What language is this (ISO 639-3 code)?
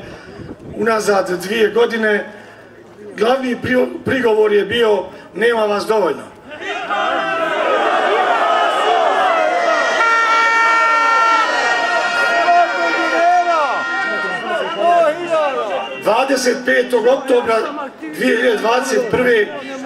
bos